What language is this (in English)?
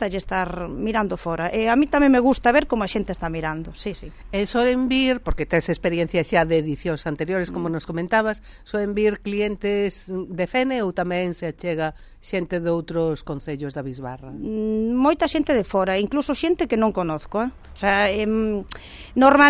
Galician